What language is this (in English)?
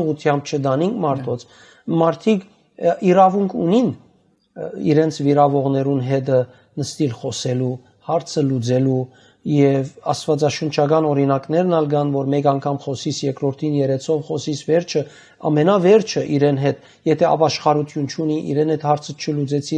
Western Armenian